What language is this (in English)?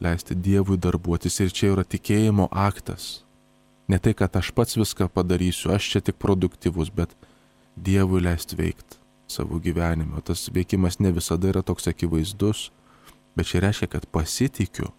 Lithuanian